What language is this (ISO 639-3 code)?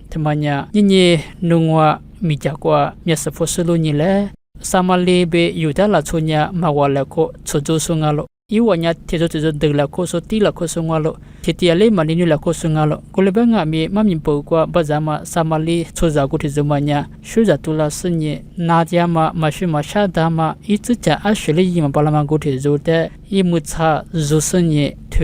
lis